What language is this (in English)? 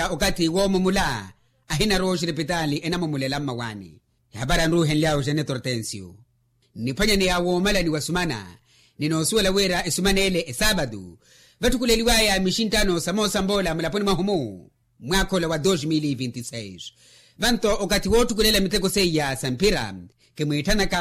Makhuwa